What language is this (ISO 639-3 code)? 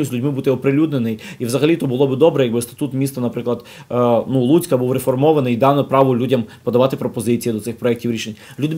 ukr